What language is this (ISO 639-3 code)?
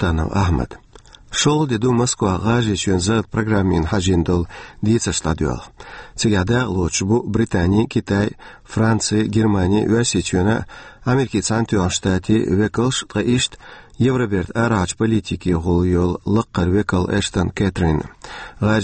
che